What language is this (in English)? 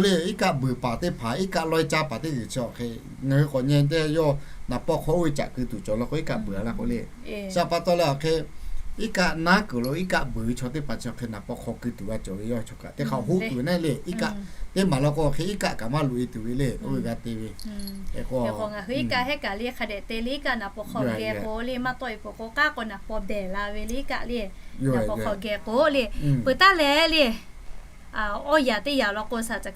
Lahu